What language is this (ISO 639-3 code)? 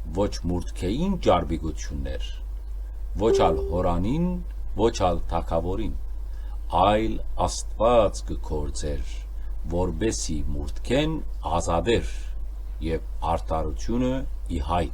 hyw